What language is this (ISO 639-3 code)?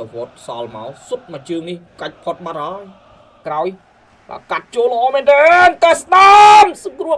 khm